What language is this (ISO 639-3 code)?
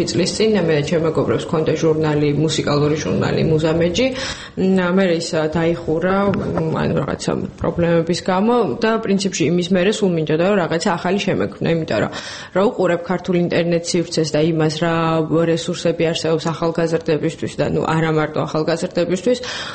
kat